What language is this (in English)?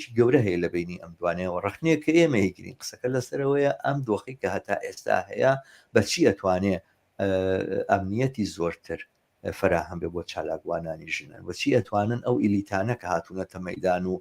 Central Kurdish